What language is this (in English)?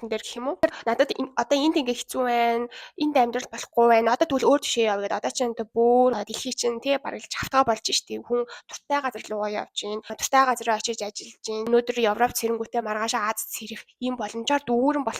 Mongolian